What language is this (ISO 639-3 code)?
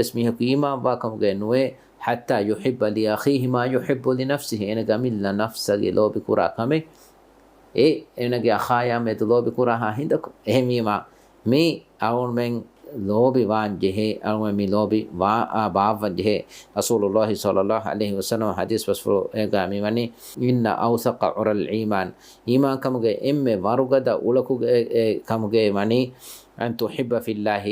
div